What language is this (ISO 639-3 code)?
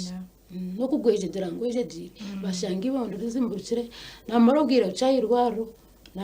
nyn